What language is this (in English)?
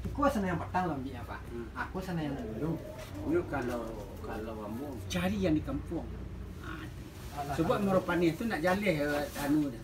Minangkabau